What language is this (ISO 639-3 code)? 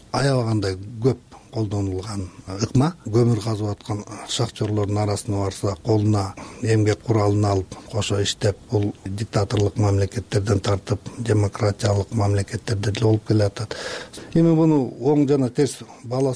kir